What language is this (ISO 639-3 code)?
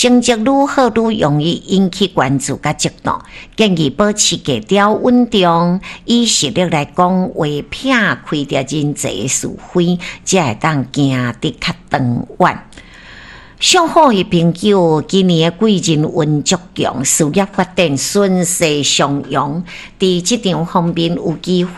nan